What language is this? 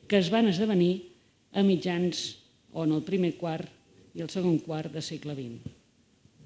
Catalan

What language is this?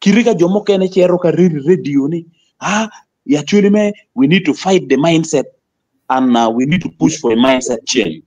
Acoli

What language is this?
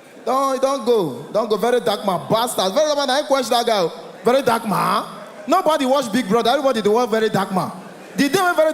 Nigerian Pidgin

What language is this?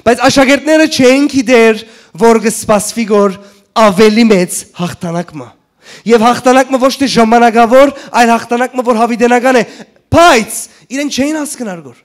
Western Armenian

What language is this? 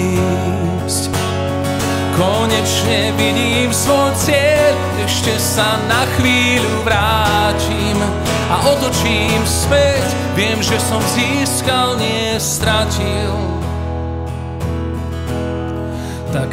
Slovak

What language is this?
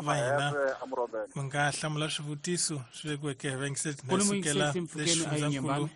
Tsonga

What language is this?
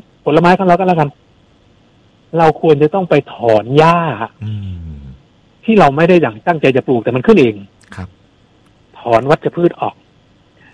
Thai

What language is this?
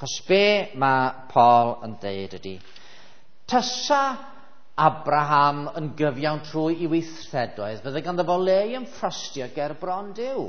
Welsh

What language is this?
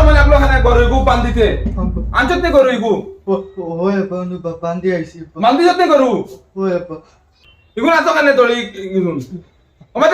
Sylheti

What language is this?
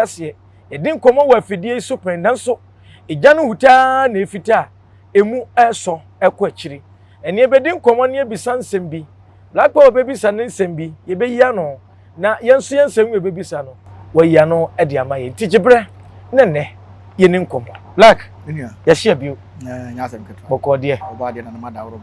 Akan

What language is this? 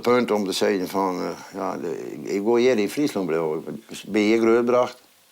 Western Frisian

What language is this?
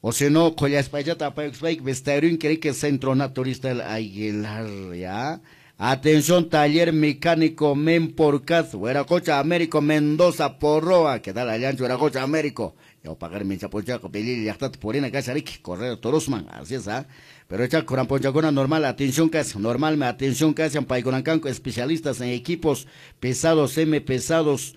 Quechua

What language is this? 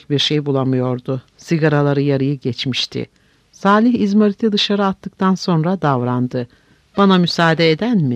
Turkish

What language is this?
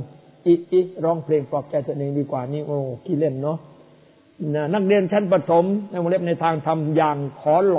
Thai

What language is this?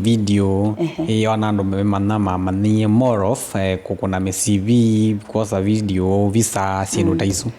Kamba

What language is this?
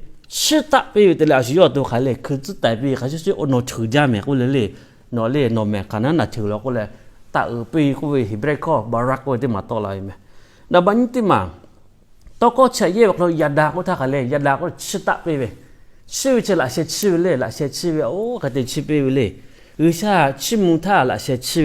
Lahu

